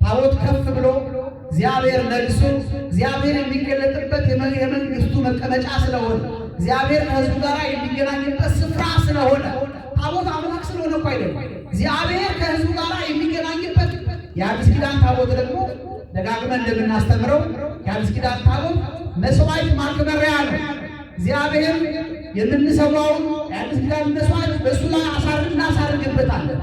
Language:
Amharic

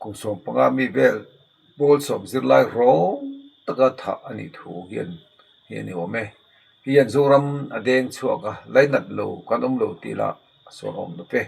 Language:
Mizo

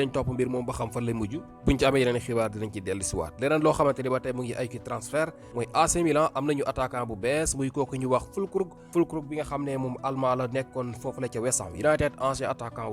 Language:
Wolof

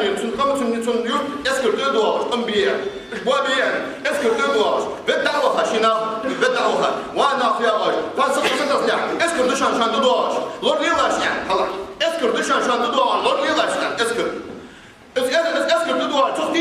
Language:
Ingush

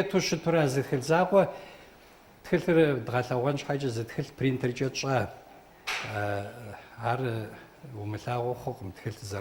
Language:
Kabardian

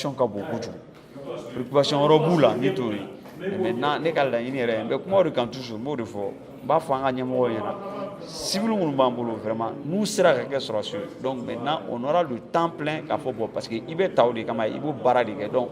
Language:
Bambara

